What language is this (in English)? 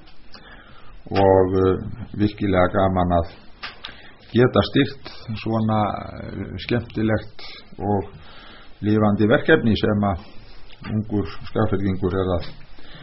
Icelandic